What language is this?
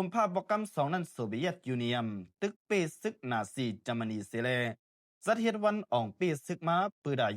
Shan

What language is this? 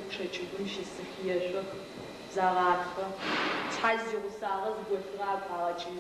Adyghe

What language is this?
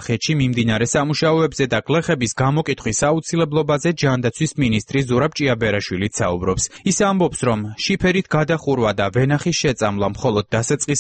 Georgian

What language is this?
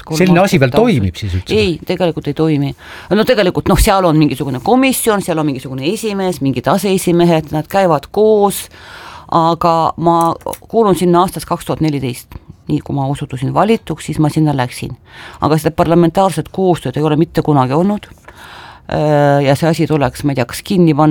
Estonian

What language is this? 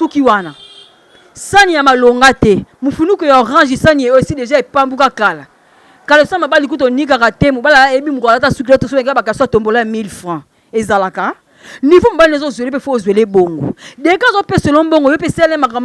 Lingala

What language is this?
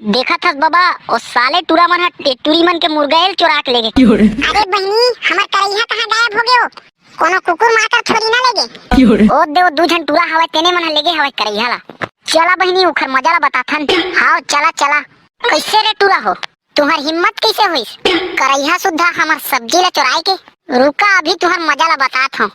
Chhattisgarhi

